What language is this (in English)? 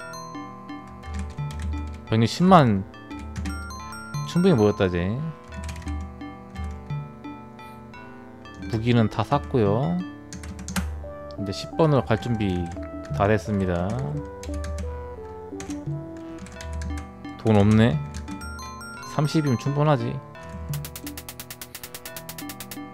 Korean